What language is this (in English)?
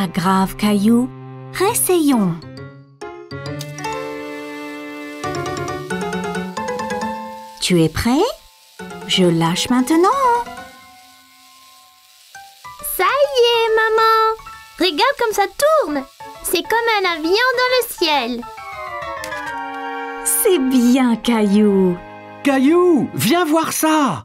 French